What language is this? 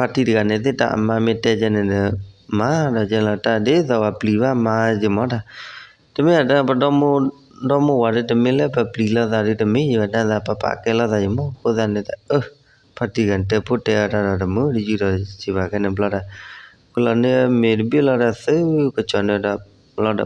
S'gaw Karen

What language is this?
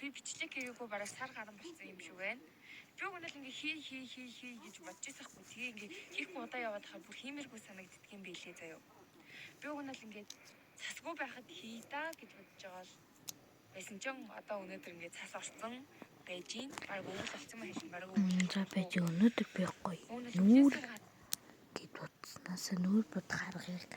Mongolian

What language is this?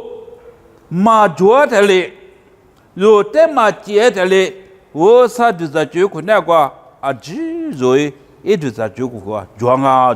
Lisu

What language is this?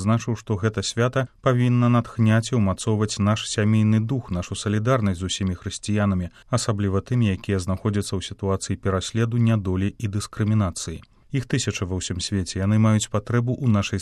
Belarusian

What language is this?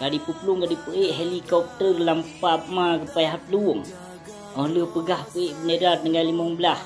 Achinese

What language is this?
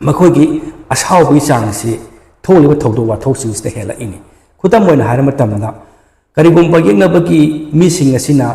Manipuri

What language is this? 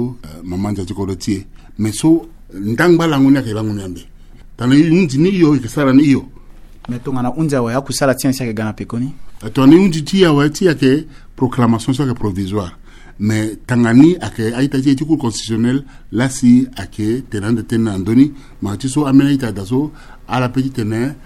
Sango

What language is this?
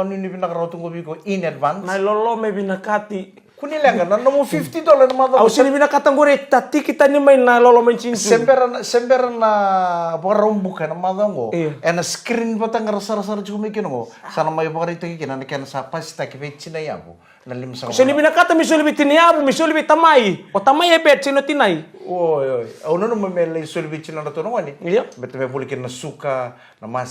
Fijian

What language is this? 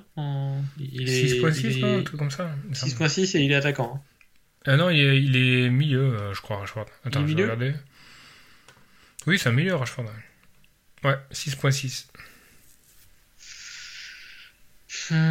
French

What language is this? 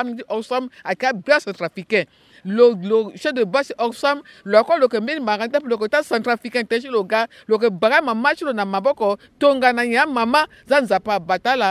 Sango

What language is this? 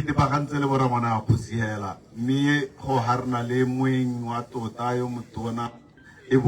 Tswana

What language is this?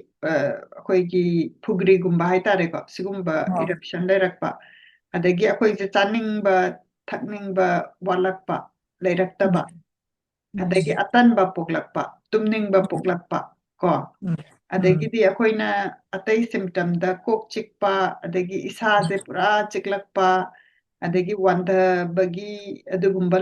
Manipuri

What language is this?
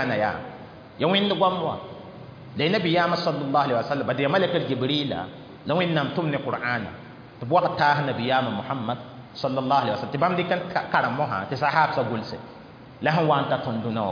Mossi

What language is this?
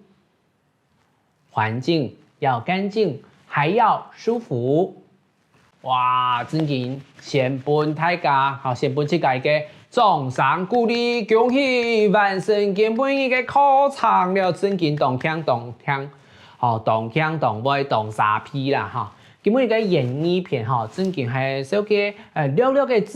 Hakka Chinese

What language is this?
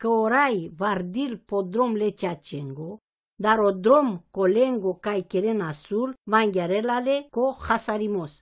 Romany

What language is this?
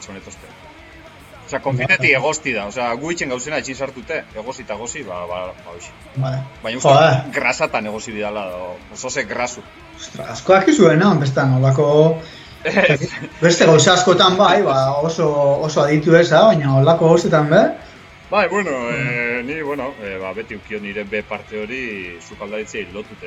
Basque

